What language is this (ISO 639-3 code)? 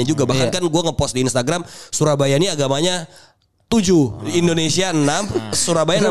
ind